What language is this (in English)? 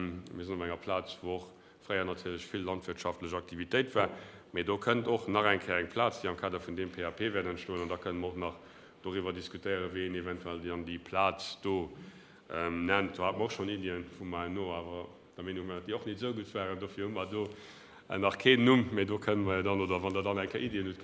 Luxembourgish